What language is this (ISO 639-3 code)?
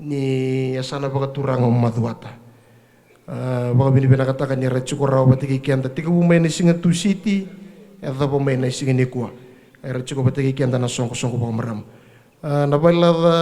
fij